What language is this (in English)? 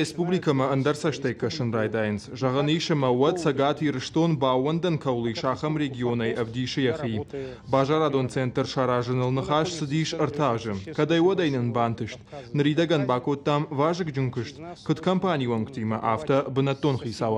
Ossetic